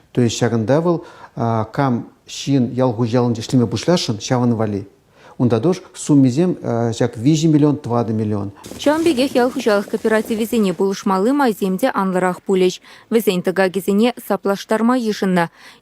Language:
Chuvash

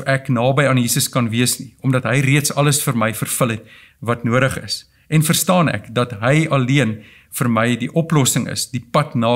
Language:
Afrikaans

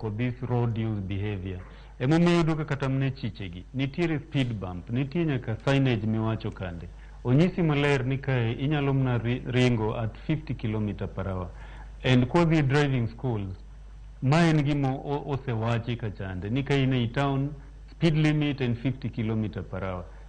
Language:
Luo (Kenya and Tanzania)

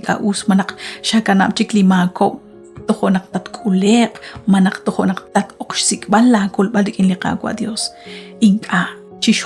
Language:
Kekchí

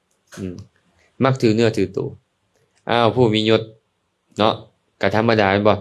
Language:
Lao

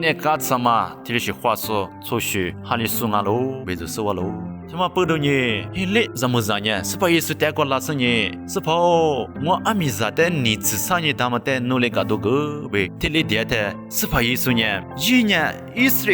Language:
Lisu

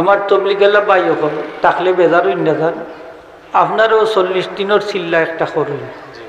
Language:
Sylheti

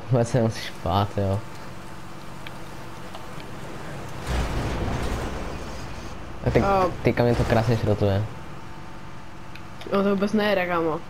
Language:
Czech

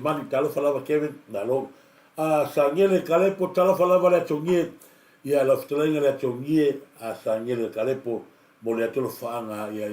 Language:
Samoan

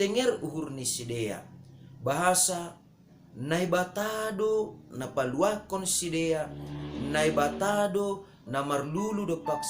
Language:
Batak Simalungun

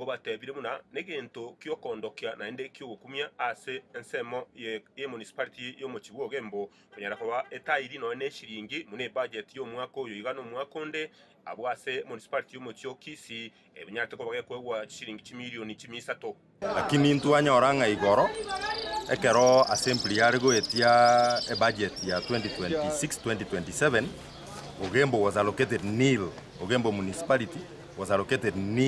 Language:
Gusii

